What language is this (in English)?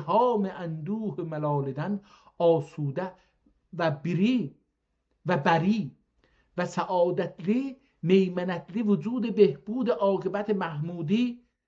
South Azerbaijani